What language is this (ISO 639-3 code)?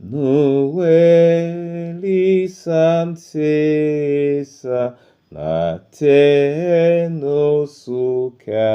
dua